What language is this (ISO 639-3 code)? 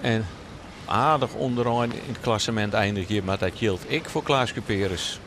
fry